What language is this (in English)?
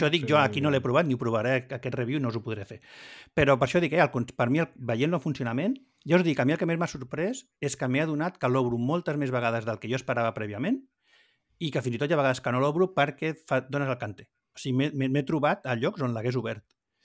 Catalan